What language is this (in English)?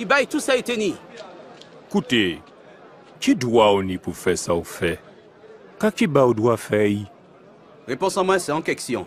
Guadeloupean Creole French